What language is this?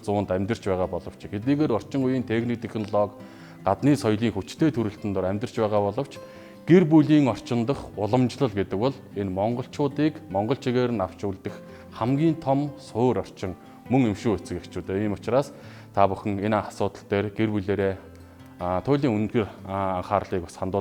Mongolian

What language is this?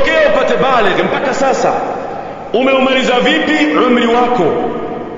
Swahili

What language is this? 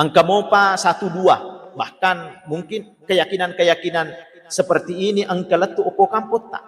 Buginese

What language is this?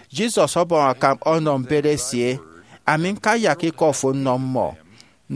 Efik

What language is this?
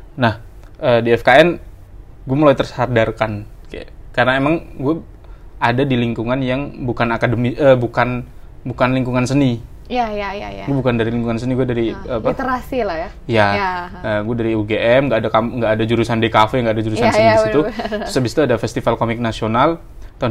Indonesian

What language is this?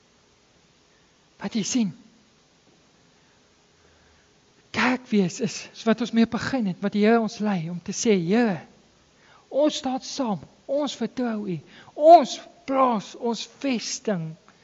Afrikaans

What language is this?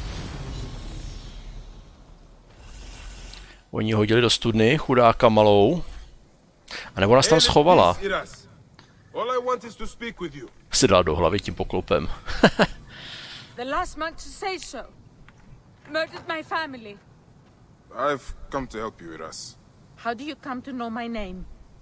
Czech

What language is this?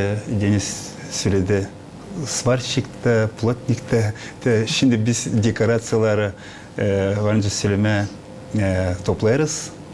Gagauz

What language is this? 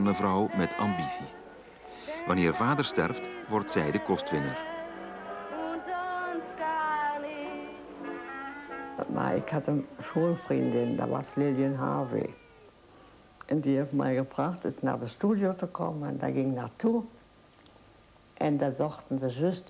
Dutch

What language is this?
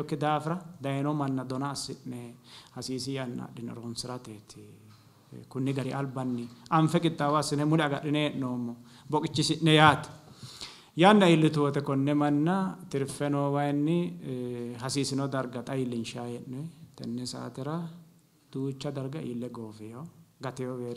Sidamo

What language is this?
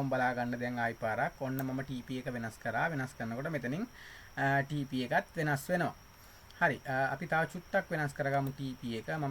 Sinhala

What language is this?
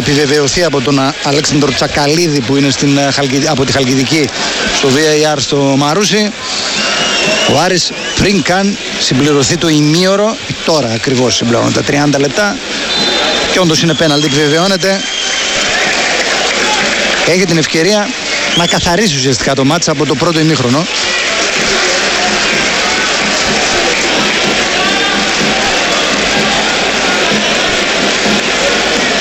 Greek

